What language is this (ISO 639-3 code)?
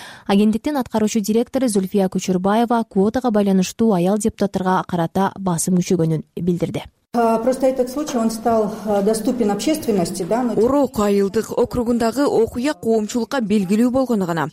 kir